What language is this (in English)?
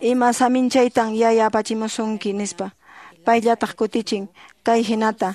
Quechua